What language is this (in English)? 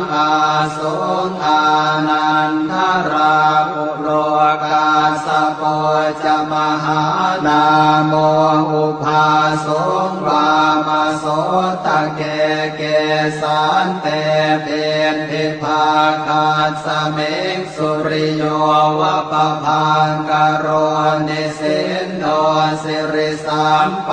Pali